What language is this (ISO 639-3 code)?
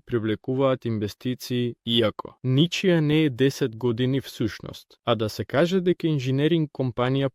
mkd